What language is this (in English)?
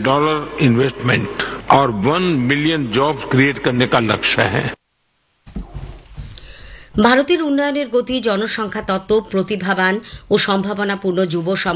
Bangla